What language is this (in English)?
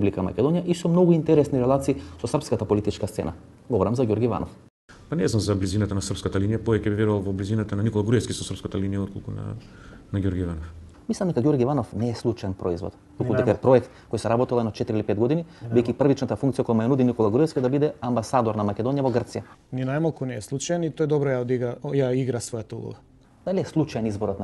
Macedonian